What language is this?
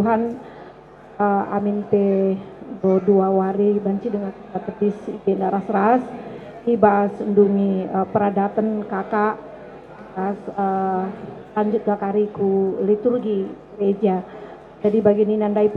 Batak Karo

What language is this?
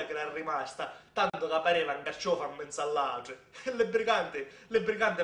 Sicilian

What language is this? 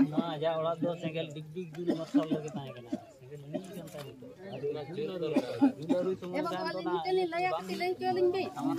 Santali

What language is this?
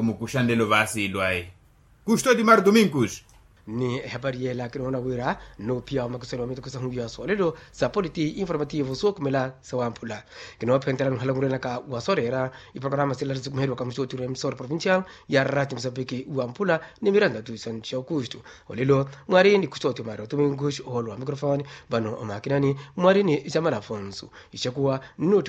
Makhuwa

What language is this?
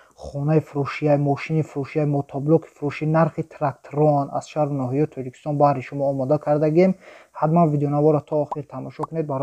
Tajik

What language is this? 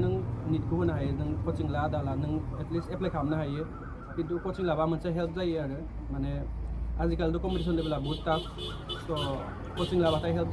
Bodo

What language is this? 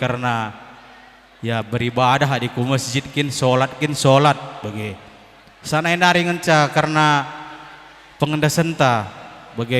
Batak Karo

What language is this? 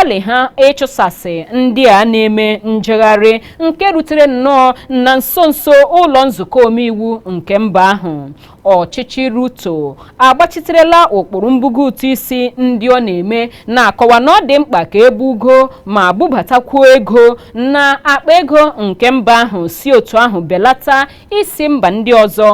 Igbo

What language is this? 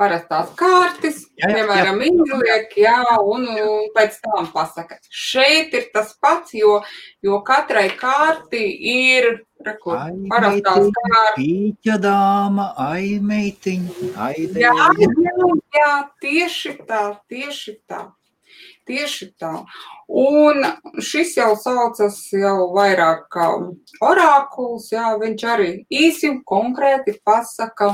Latvian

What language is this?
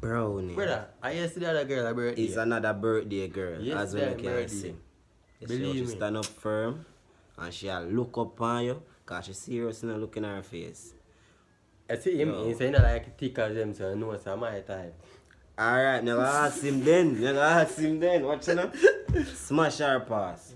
Jamaican Creole English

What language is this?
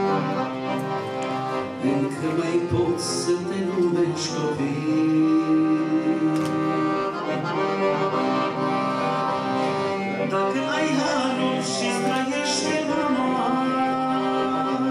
Romanian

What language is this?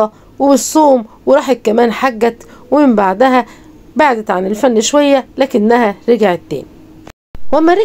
Egyptian Arabic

